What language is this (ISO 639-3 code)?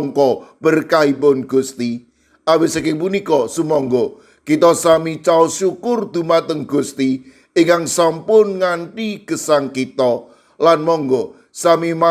jav